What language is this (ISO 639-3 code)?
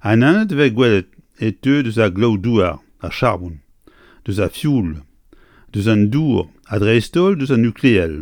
bre